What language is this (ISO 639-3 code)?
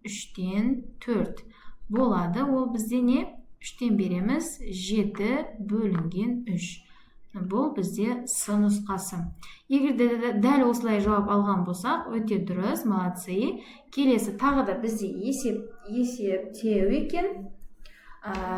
kaz